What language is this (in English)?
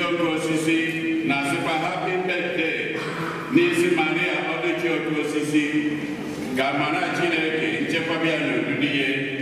Igbo